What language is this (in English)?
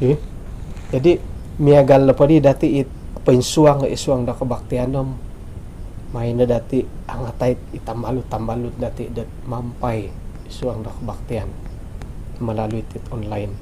Central Dusun